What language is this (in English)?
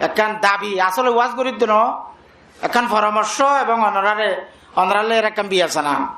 Rohingya